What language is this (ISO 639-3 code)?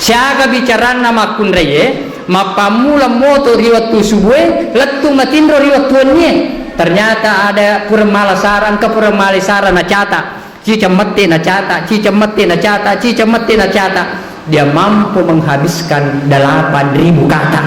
bug